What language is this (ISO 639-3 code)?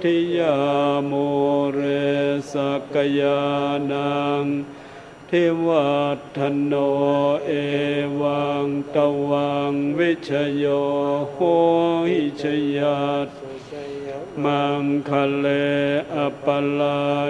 pli